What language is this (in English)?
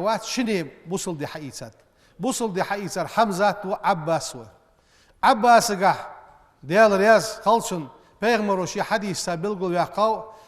Ingush